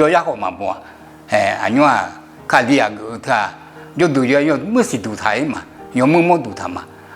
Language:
Akha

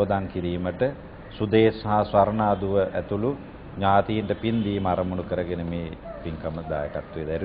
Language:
Sinhala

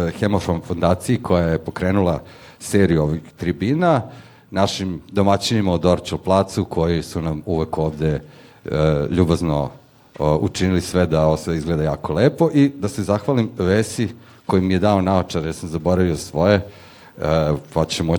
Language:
Serbian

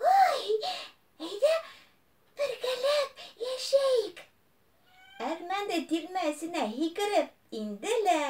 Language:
Bashkir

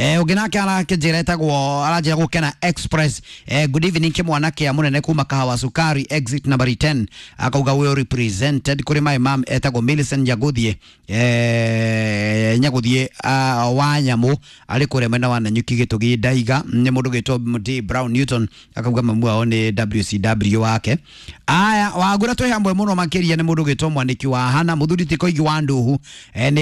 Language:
Kikuyu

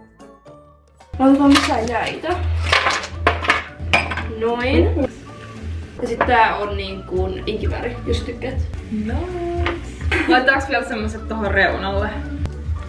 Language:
Finnish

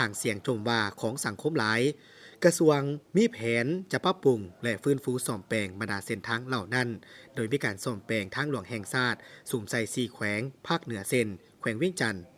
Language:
Lao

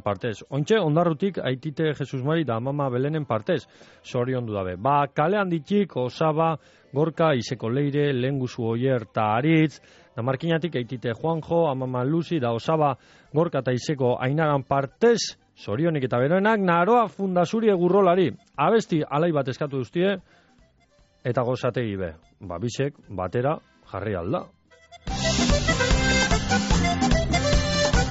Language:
Basque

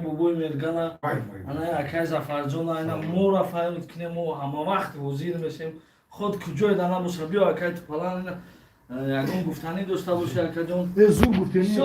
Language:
Tajik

